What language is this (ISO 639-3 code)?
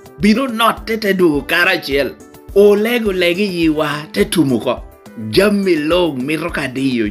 laj